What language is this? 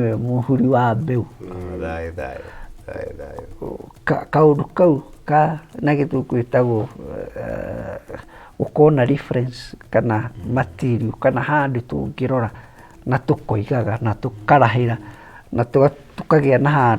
Kikuyu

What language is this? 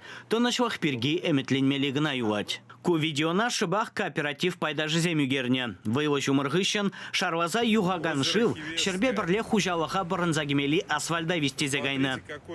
Chuvash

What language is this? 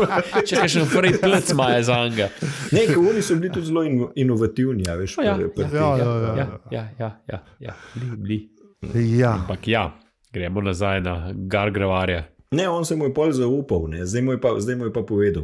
Slovenian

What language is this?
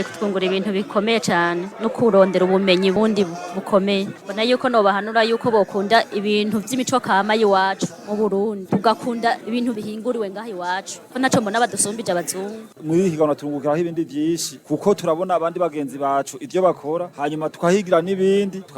Rundi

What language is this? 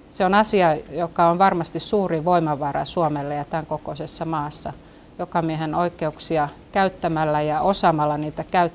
Finnish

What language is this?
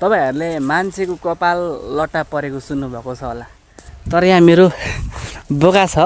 Nepali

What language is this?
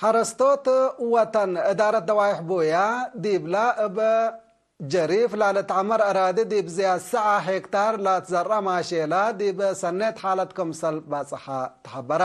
Tigre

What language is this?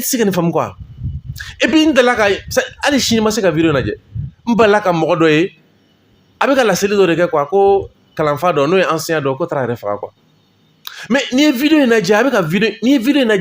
Bambara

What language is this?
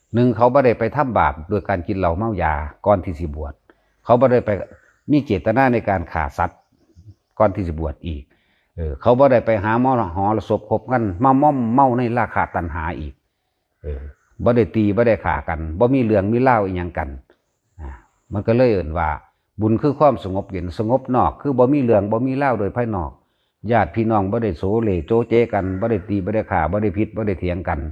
Northeastern Thai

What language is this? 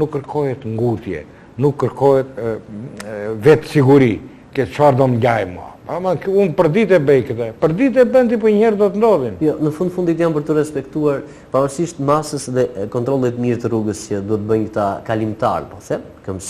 Albanian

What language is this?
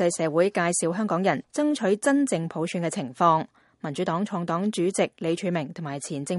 Cantonese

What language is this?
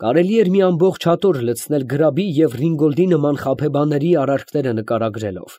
Armenian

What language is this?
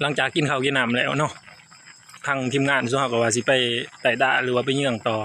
Northeastern Thai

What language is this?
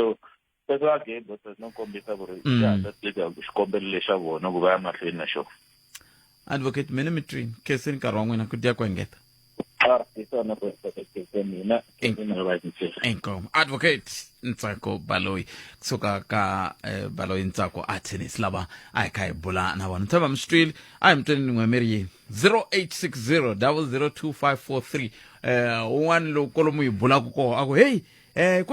Tsonga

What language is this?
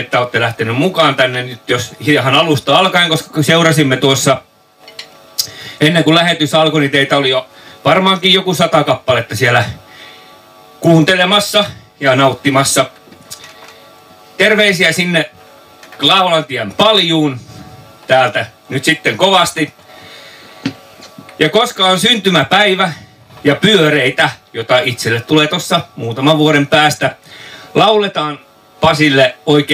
Finnish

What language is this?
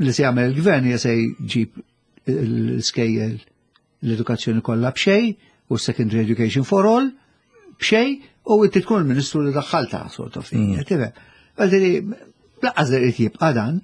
Maltese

